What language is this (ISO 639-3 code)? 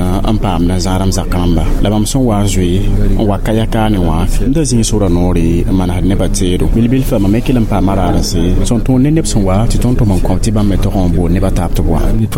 mos